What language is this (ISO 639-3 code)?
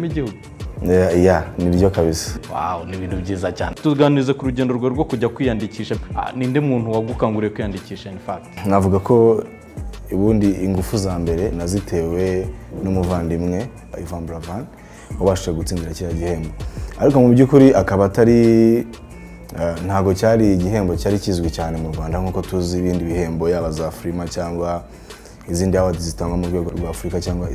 kin